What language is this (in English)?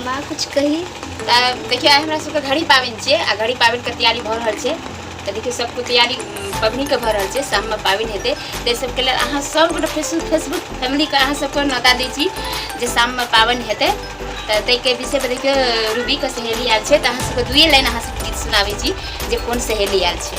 Maithili